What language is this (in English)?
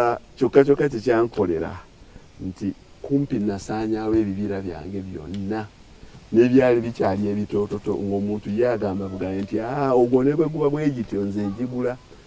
Ganda